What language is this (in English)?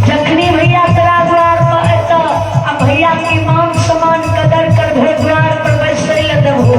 Maithili